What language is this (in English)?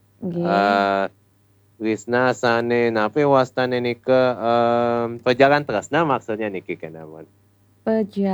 Balinese